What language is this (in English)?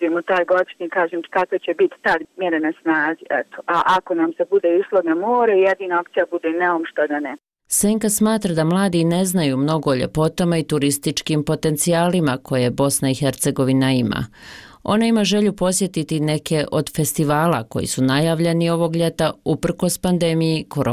Bosnian